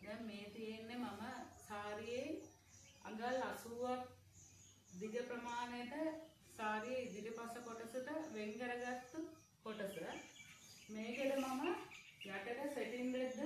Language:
Sinhala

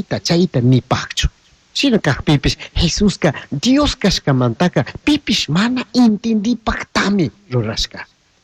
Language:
Chimborazo Highland Quichua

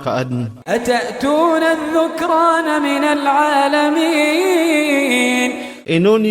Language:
Iranun (Philippines)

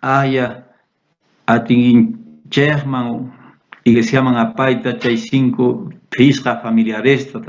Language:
South Bolivian Quechua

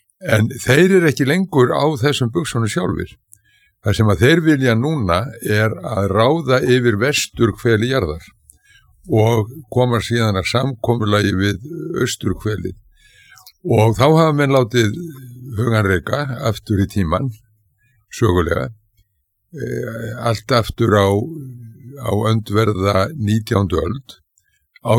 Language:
Icelandic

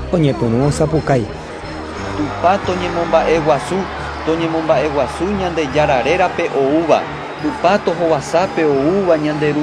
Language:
Guarani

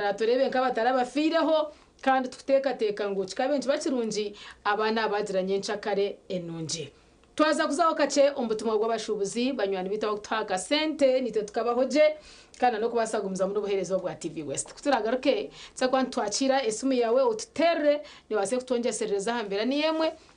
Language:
Nyankole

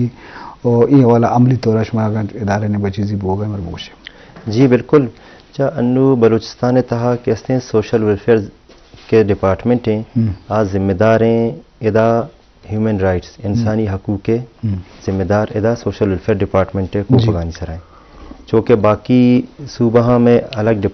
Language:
Eastern Balochi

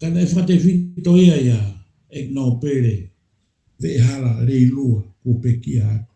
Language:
Tongan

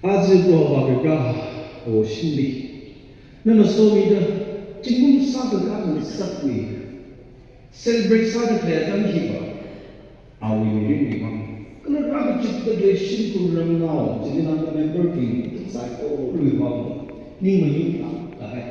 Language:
Tangkhul Naga (India)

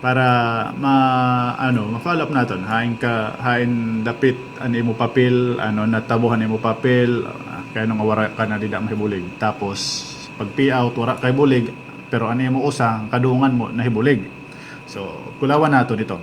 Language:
Waray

